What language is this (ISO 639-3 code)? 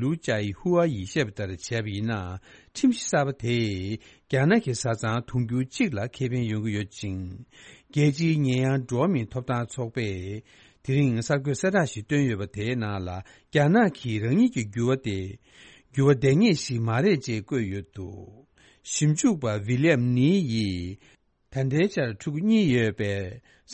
bod